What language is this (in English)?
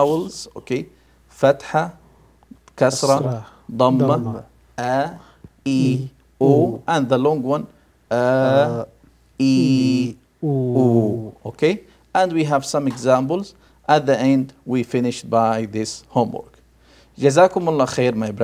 English